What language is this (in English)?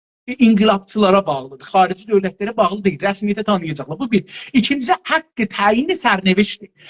South Azerbaijani